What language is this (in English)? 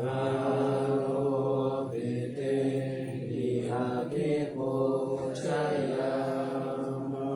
Pali